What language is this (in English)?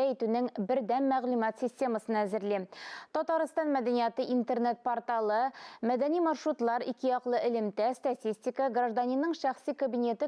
Tatar